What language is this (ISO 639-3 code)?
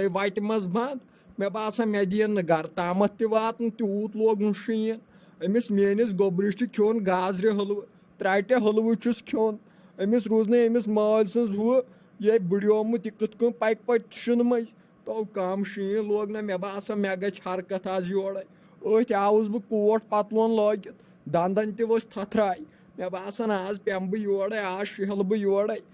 kas